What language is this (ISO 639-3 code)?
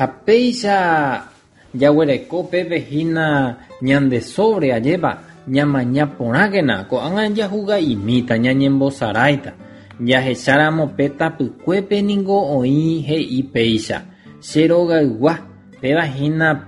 grn